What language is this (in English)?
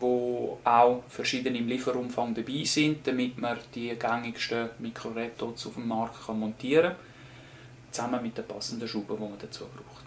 Swiss German